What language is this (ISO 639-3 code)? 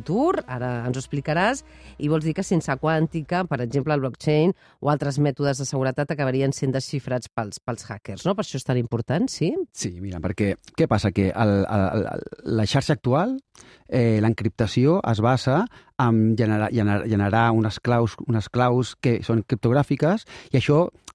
cat